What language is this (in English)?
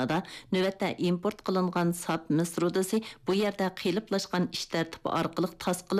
Uyghur